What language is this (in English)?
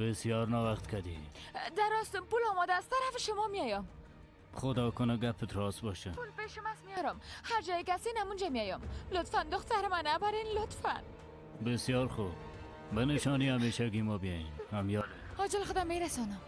Persian